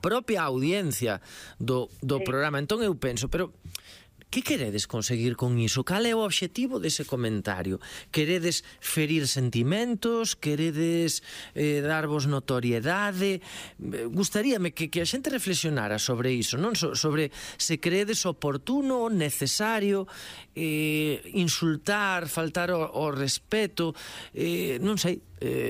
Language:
Galician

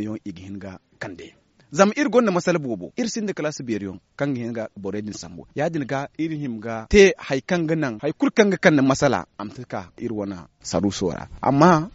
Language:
Zarma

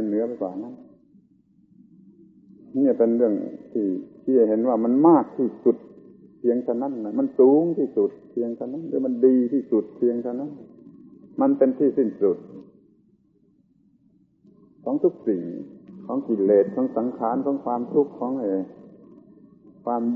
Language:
Thai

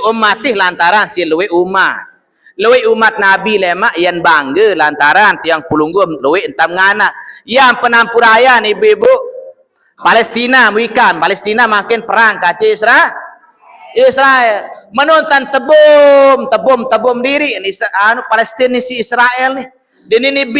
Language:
Sasak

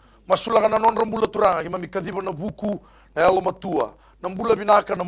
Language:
Fijian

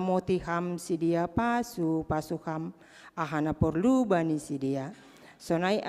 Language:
Batak Simalungun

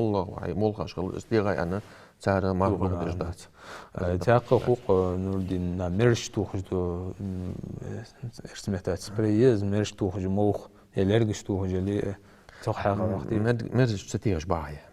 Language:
Ingush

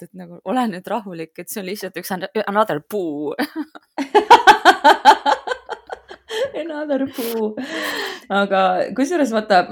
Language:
Estonian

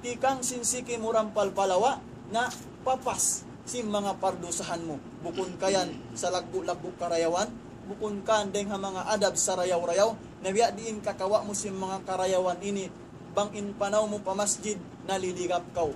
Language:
Tausug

